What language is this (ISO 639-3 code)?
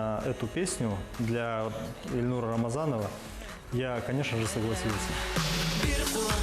bak